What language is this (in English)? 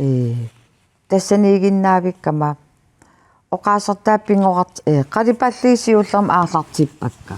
Kalaallisut